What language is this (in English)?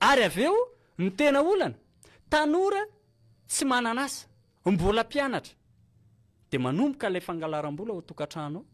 Malagasy